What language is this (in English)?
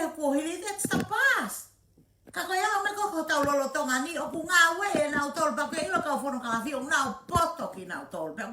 Tongan